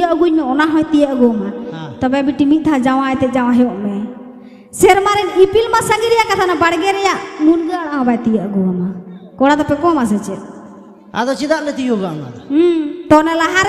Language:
Santali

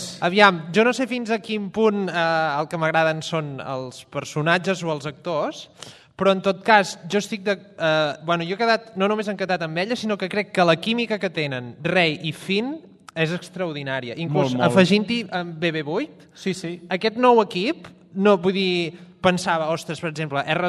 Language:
Catalan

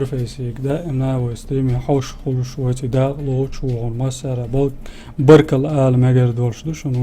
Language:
Chechen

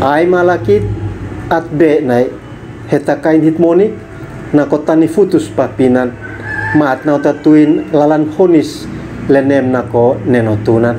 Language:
Uab Meto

